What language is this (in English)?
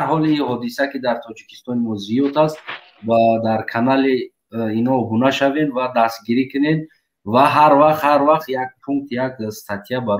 Tajik